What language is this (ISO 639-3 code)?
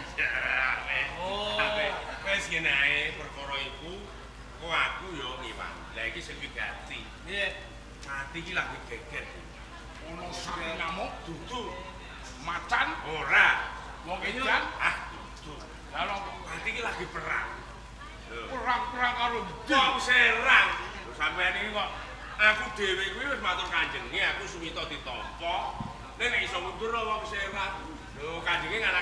jav